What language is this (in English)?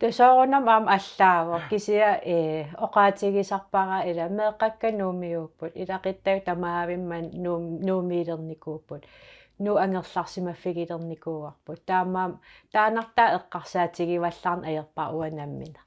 Kalaallisut